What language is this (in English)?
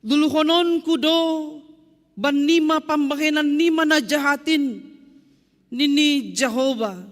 Batak Simalungun